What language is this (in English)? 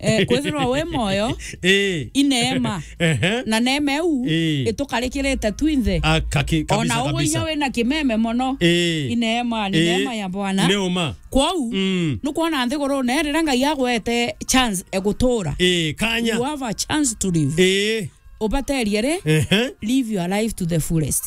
Meru